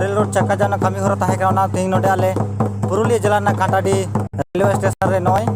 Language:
Santali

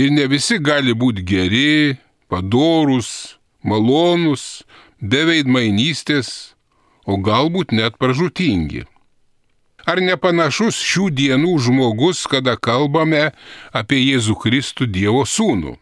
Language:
Lithuanian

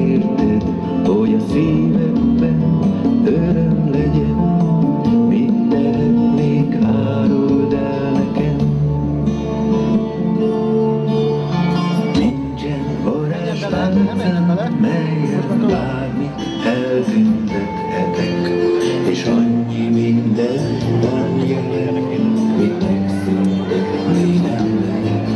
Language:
Hungarian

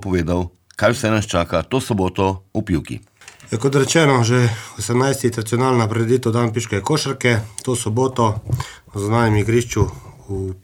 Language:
Slovenian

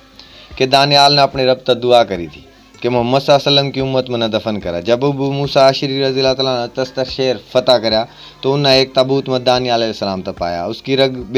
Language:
Haryanvi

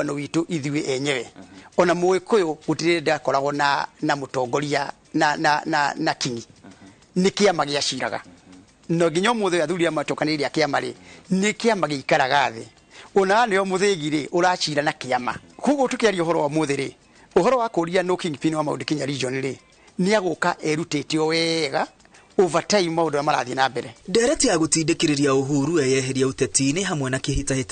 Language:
Kikuyu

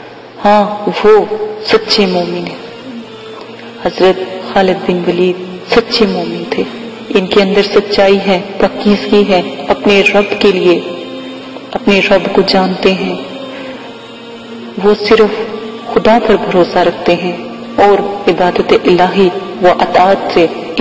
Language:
Urdu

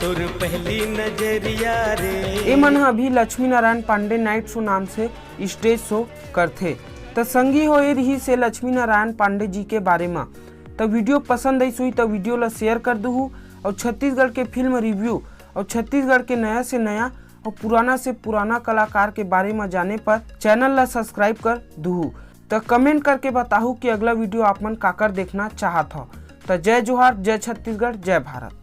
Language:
Chhattisgarhi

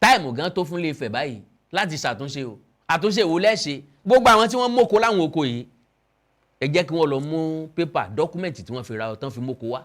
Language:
Yoruba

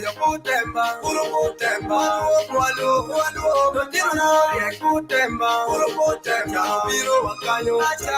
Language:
Acoli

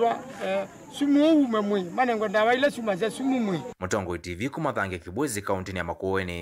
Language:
Kamba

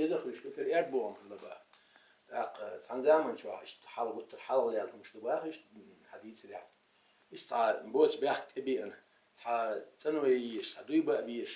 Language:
Chechen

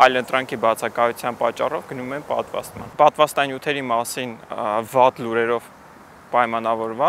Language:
Armenian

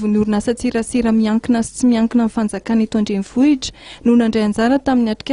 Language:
Malagasy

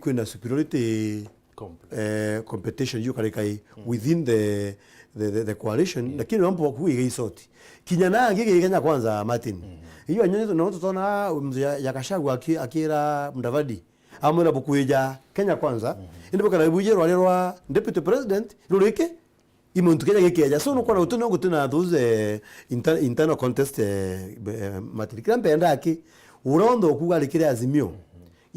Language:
Meru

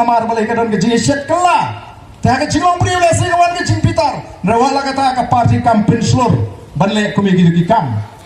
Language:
Khasi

